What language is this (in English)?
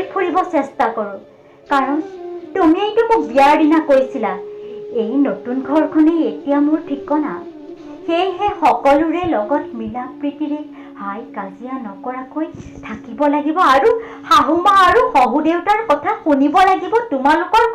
Assamese